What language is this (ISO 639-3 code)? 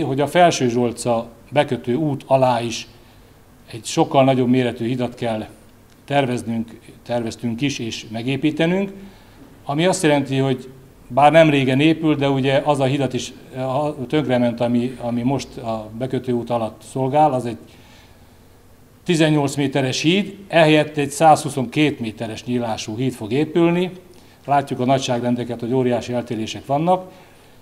hun